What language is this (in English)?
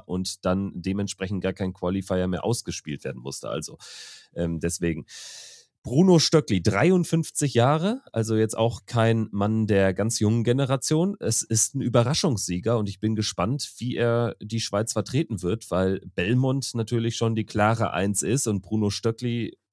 German